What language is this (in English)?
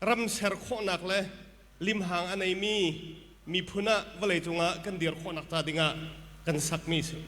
Hakha Chin